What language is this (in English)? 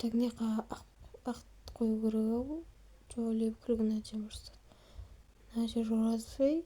Kazakh